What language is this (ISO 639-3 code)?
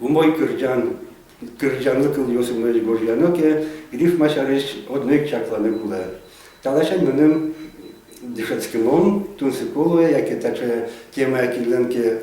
udm